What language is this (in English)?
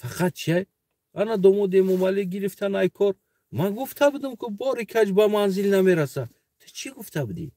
Tajik